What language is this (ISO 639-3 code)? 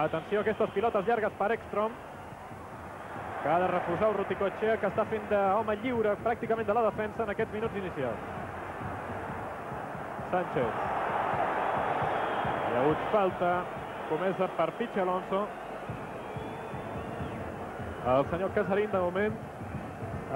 cat